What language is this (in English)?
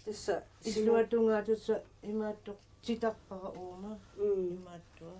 Kalaallisut